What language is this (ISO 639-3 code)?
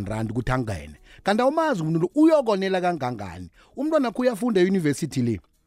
nbl